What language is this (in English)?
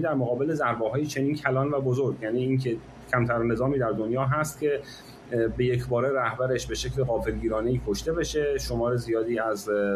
Persian